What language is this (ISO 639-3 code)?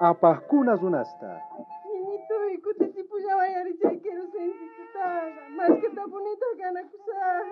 quh